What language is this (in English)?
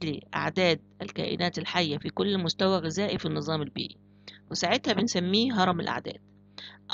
Egyptian Arabic